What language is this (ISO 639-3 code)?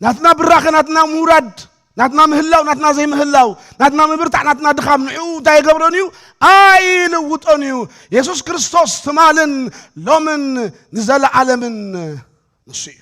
tir